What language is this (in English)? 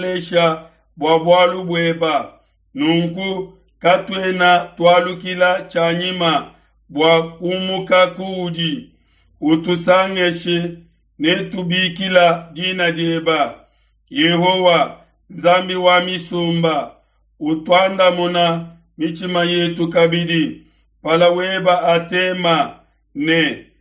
Luba-Lulua